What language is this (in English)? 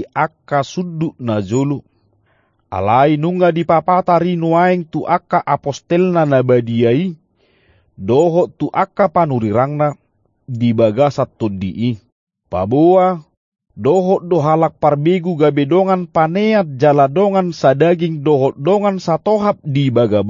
Batak Toba